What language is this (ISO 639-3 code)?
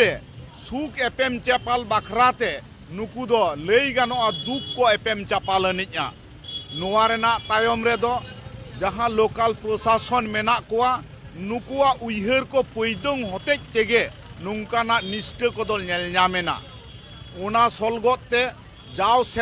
sat